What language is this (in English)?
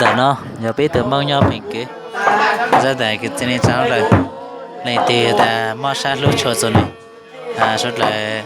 Hmong